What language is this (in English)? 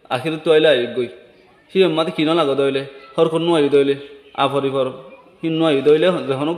Rohingya